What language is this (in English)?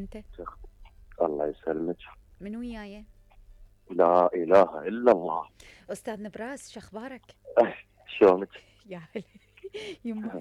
Mesopotamian Arabic